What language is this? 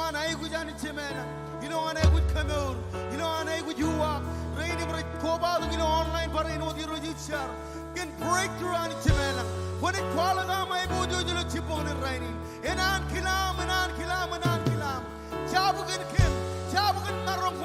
Marshallese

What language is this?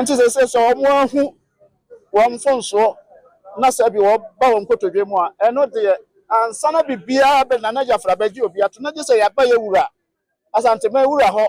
Akan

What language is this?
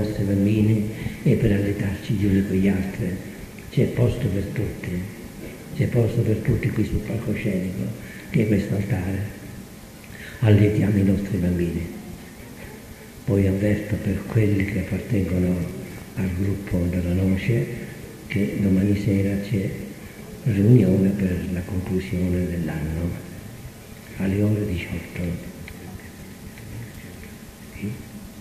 Italian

